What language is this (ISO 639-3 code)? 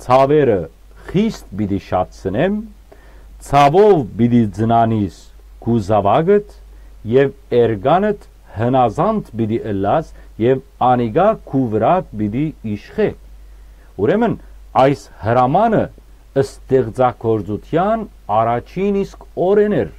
hyw